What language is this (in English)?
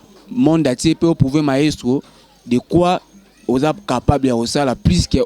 Lingala